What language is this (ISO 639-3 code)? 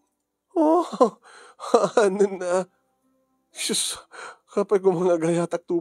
ilo